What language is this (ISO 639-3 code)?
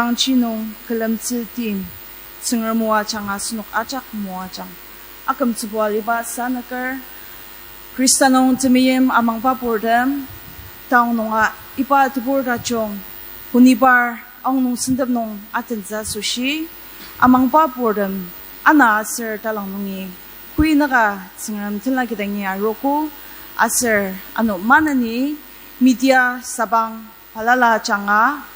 njo